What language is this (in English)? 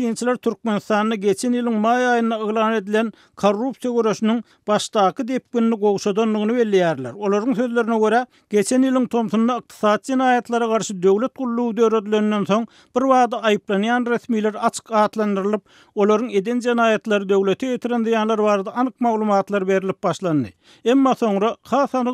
Turkmen